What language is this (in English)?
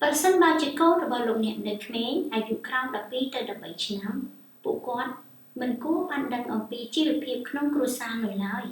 Khmer